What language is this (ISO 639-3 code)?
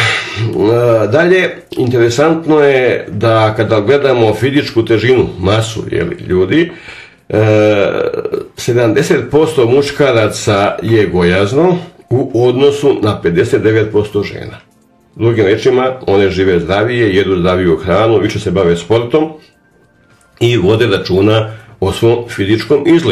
srp